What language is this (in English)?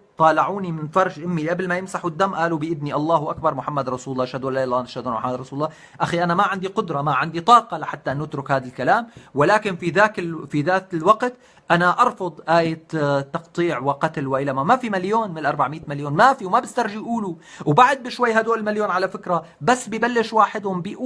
North Levantine Arabic